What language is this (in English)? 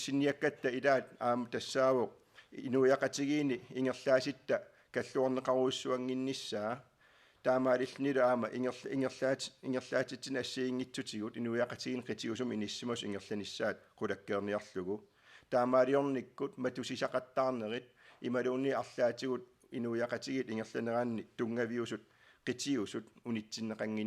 Kalaallisut